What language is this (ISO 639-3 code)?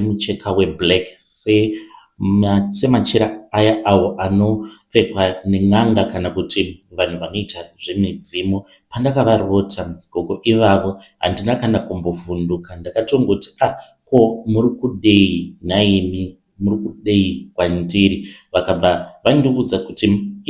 sna